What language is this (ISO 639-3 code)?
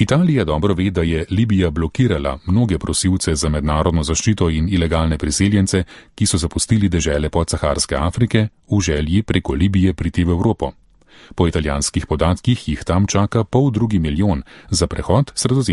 slv